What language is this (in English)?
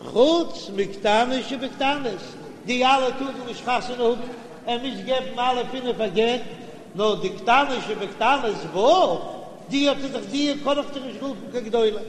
Yiddish